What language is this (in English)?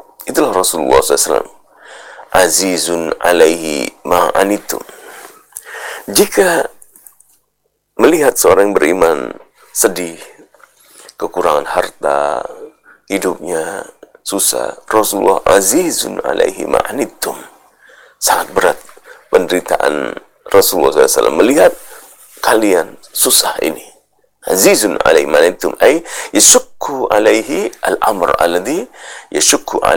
Indonesian